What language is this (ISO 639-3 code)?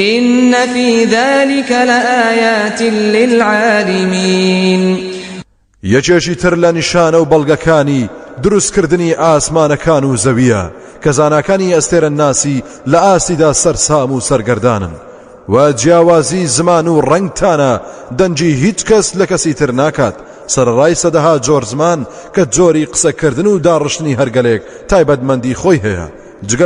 ckb